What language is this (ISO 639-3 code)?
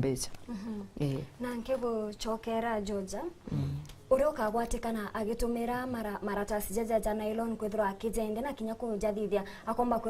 mer